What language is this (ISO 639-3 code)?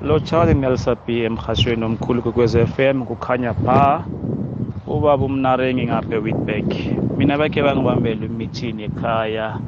nbl